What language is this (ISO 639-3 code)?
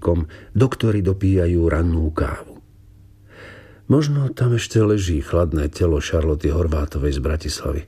slk